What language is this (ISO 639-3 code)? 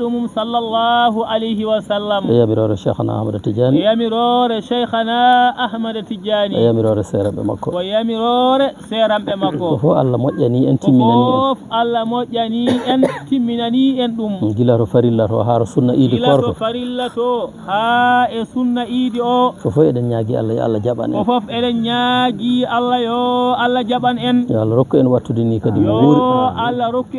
ful